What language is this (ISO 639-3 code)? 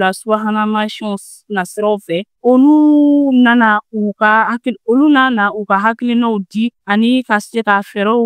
bam